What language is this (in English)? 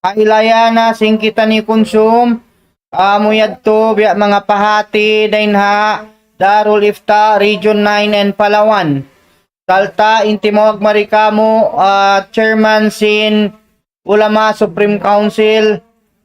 Tausug